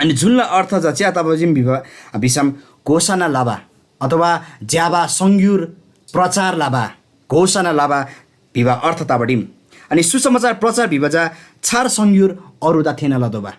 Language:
Eastern Tamang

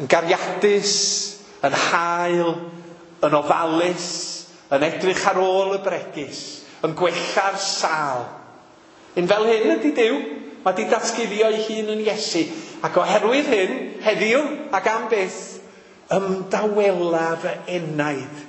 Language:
Welsh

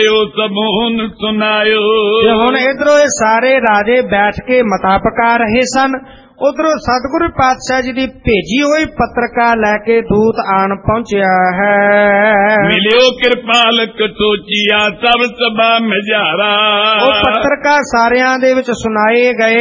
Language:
Punjabi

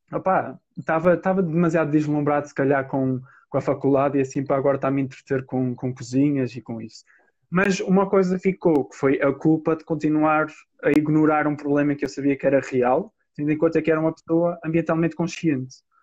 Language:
Portuguese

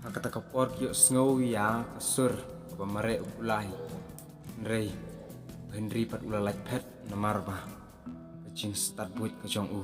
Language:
Khasi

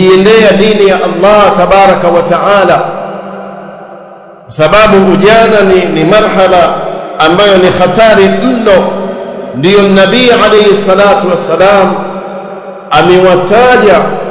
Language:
Swahili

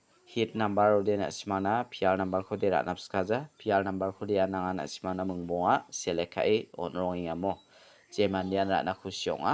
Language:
Garo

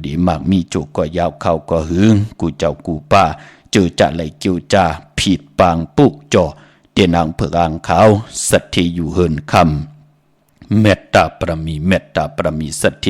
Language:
Shan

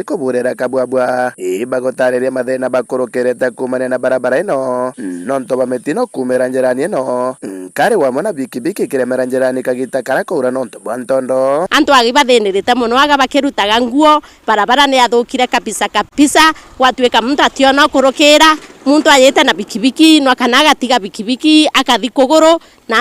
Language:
Meru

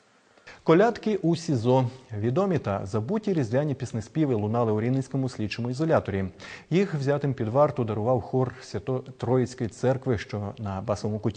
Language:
Ukrainian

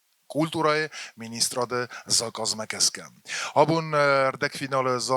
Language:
Ossetic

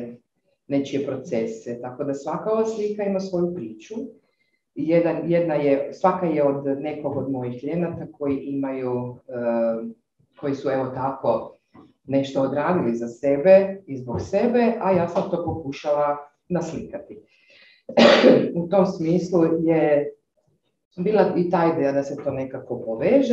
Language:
Croatian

